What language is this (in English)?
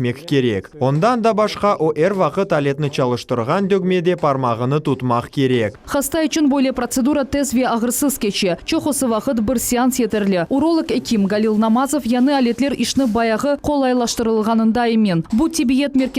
Crimean Tatar